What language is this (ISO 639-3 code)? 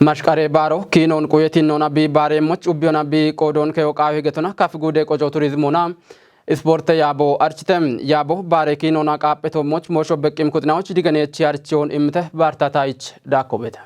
kbr